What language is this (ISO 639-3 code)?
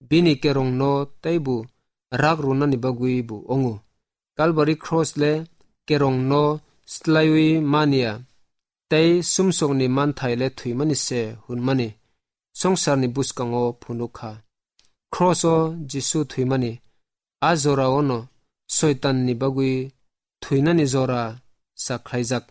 trp